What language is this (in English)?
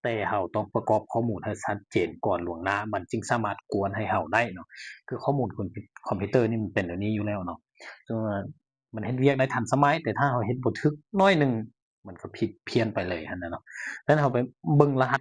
Lao